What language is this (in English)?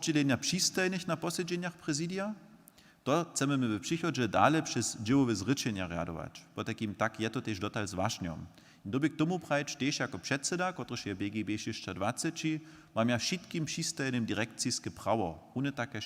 Upper Sorbian